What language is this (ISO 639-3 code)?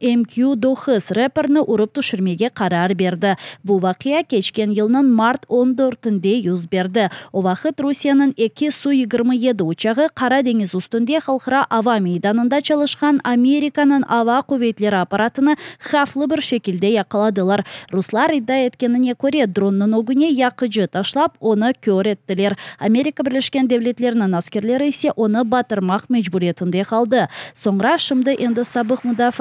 crh